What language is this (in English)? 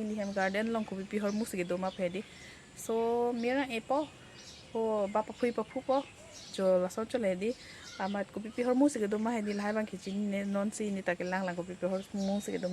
Karbi